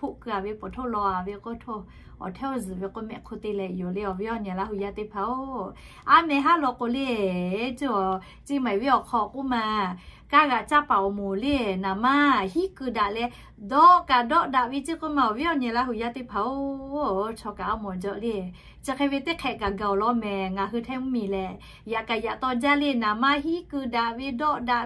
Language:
Lahu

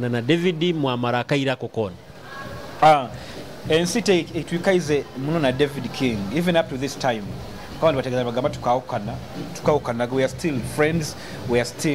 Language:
Nyoro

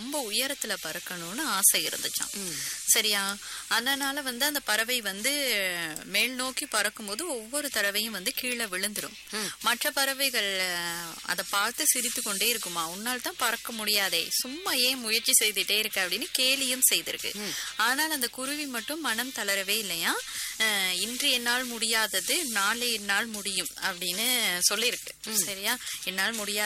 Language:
Tamil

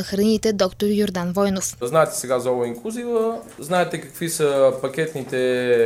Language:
Bulgarian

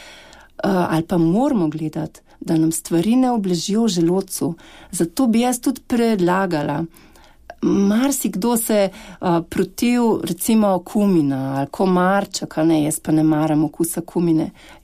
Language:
Slovenian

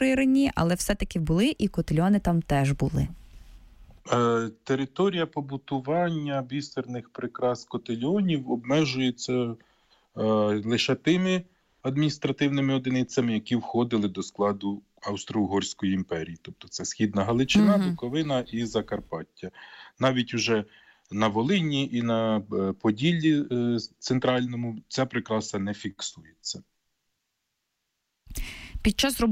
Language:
Ukrainian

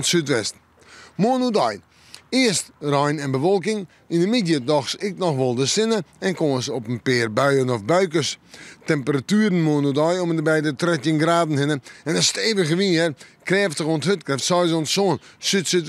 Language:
Western Frisian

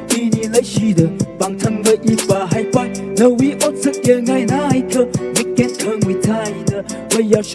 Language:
Tangkhul Naga (India)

